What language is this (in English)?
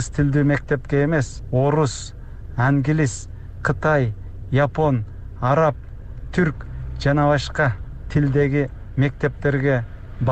Kyrgyz